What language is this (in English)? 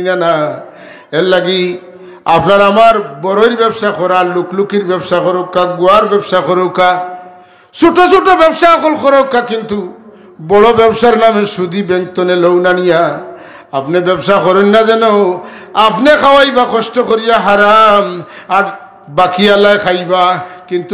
Sylheti